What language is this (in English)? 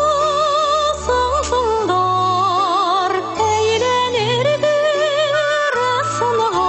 Bashkir